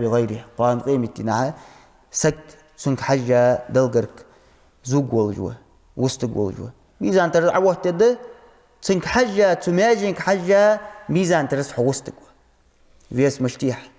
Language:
Ingush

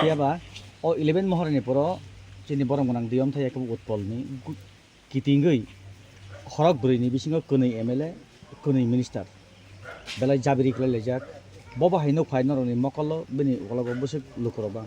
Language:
Kok Borok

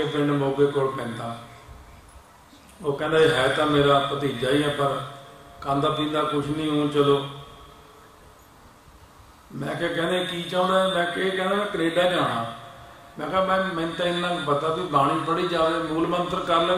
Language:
Punjabi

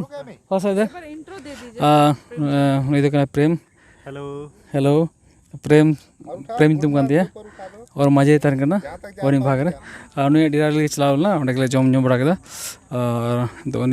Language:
Santali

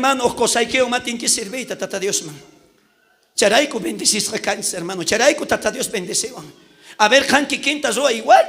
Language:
South Bolivian Quechua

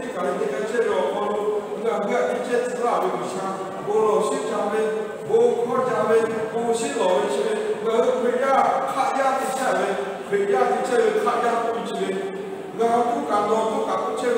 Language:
Lahu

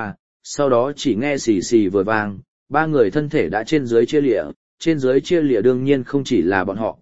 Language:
Vietnamese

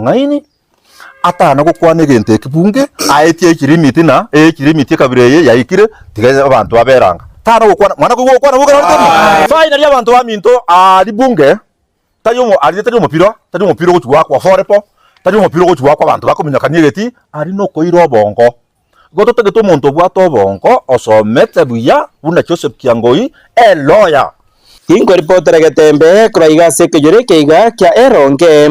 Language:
Gusii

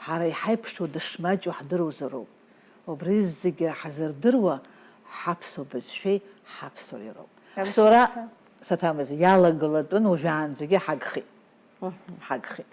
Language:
Abkhazian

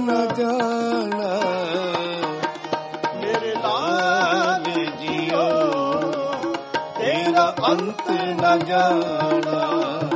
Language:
Punjabi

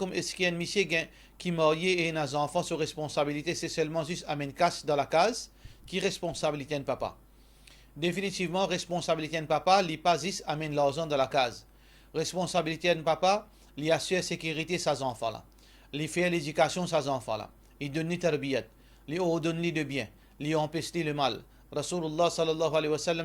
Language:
Morisyen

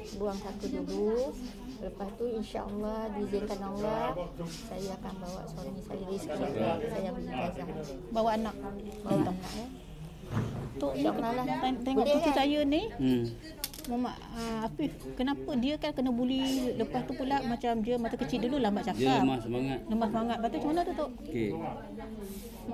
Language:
Malay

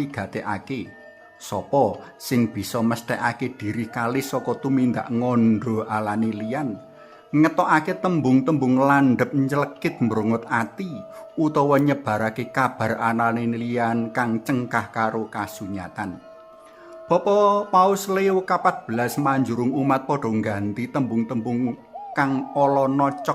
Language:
Javanese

